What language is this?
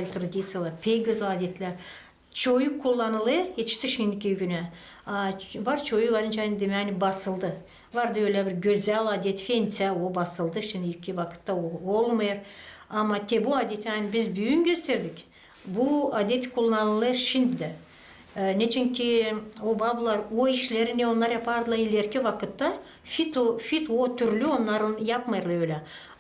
Gagauz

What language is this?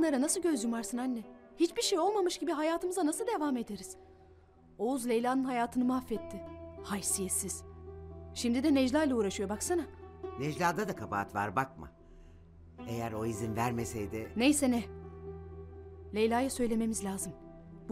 Turkish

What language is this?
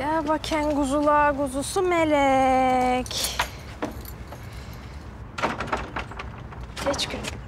Turkish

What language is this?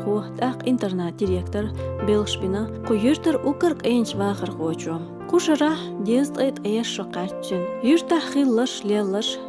Chechen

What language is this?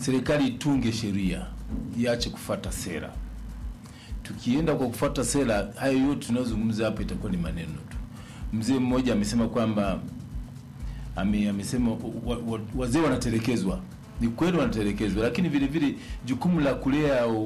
Swahili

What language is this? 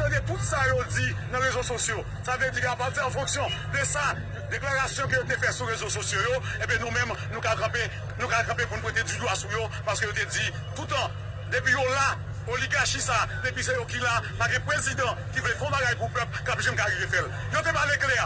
Haitian Creole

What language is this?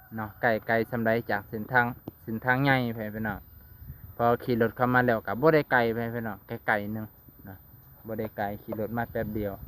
Lao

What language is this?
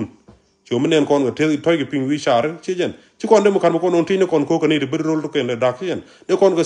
Nuer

